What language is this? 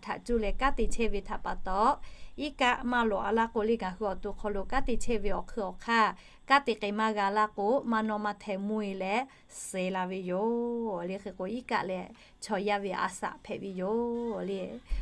Lahu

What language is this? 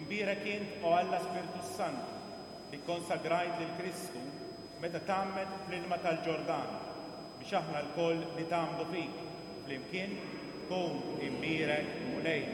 Maltese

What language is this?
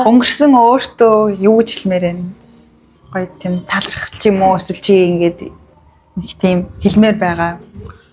Mongolian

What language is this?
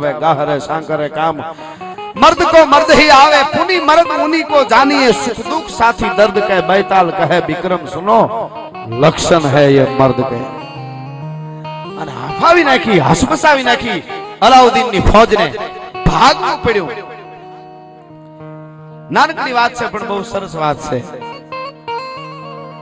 Gujarati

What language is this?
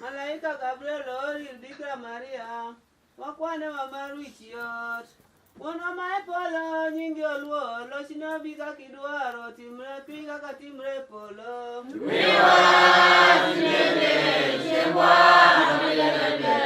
Luo (Kenya and Tanzania)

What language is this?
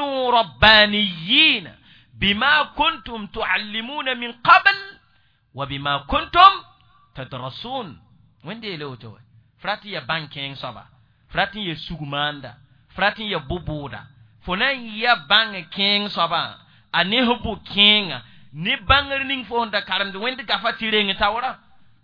Mossi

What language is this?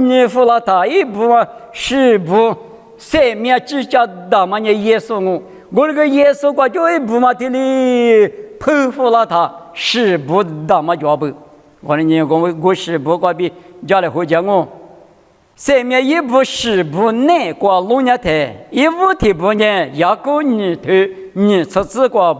Lisu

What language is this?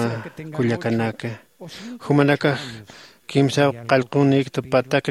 Aymara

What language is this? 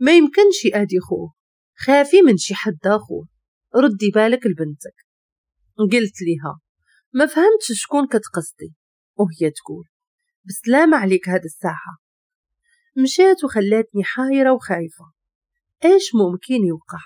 Moroccan Arabic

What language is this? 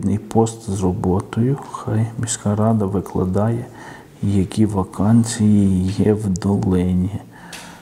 Ukrainian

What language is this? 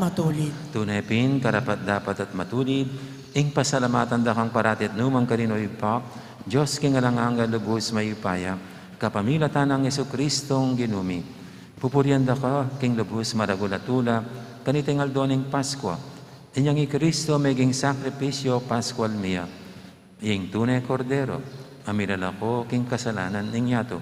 Pampanga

